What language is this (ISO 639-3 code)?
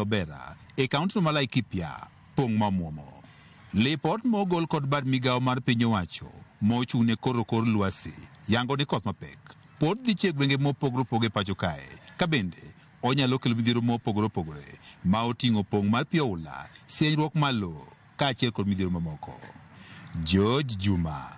luo